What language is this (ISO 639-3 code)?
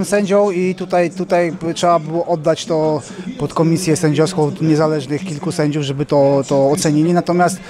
pol